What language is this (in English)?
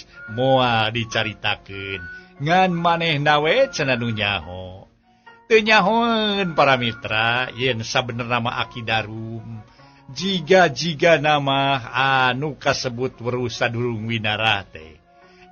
Sundanese